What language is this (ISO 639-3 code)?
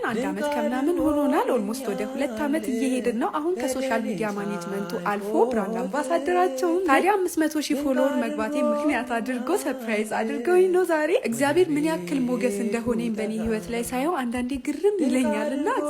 amh